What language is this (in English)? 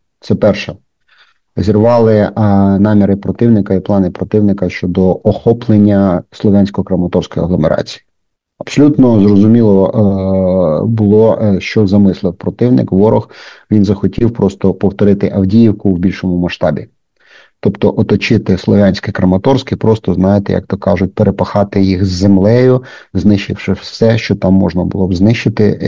Ukrainian